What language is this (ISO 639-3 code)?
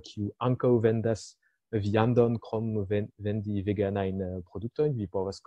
epo